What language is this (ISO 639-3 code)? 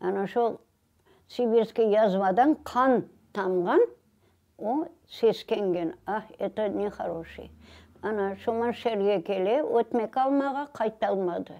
crh